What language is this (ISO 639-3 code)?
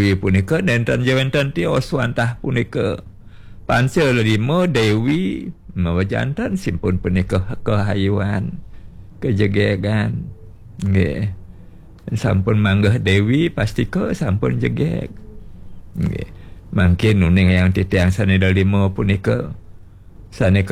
ban